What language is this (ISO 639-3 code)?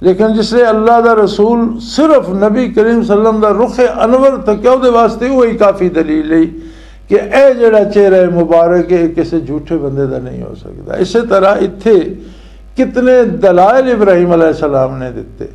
lah